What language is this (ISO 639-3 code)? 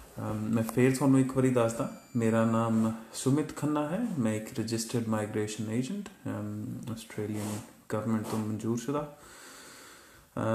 pan